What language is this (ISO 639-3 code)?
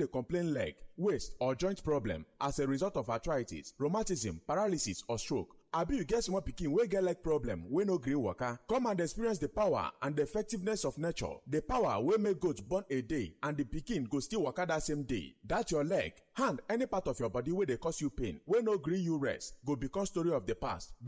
pcm